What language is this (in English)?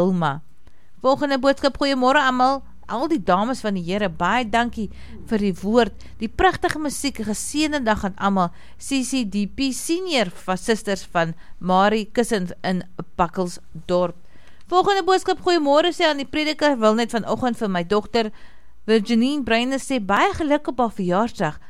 Afrikaans